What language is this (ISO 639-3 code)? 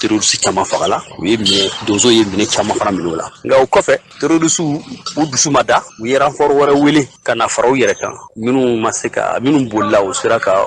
bam